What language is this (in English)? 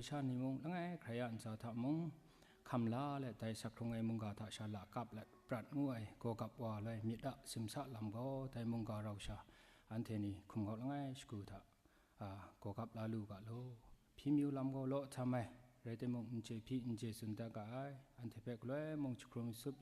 Kachin